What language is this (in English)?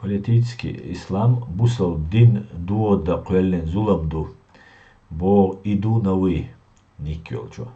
Chechen